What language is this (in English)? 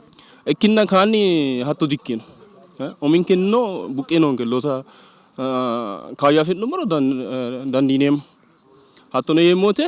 Sidamo